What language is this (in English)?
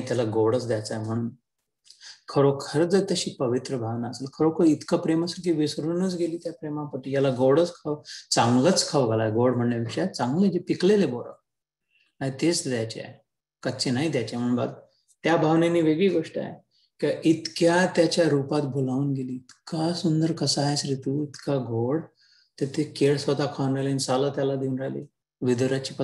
Marathi